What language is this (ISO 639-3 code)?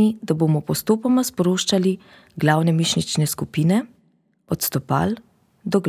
slv